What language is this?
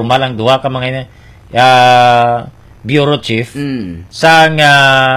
Hiligaynon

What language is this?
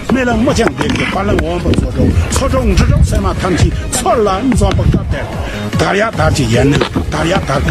Tibetan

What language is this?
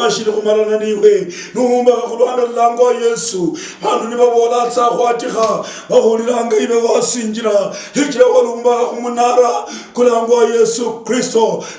Luyia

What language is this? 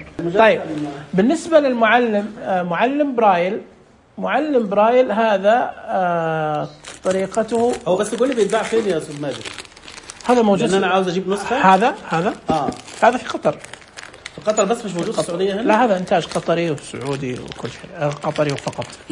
Najdi Arabic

